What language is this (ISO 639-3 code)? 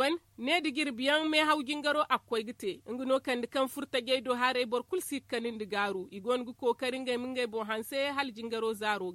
dje